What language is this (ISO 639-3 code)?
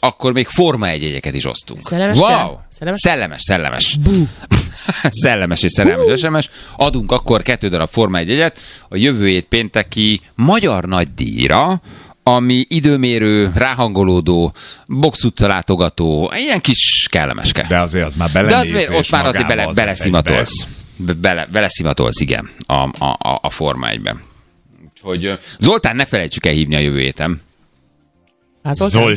hun